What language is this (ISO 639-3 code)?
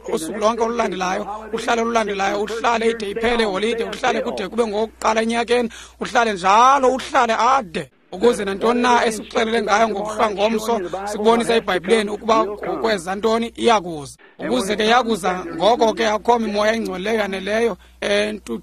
xho